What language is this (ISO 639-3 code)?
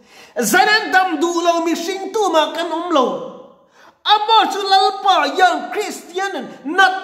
lus